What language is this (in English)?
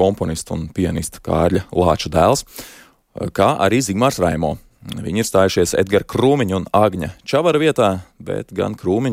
Latvian